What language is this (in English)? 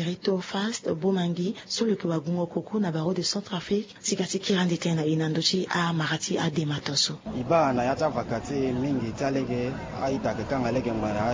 Sango